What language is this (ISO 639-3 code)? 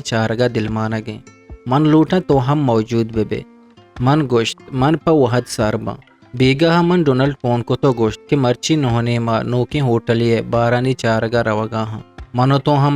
bgp